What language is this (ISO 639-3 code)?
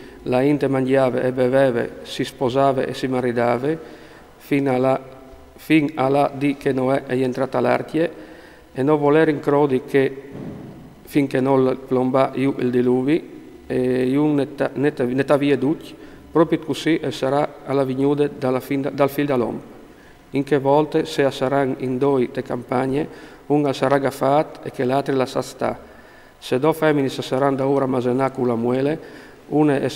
fur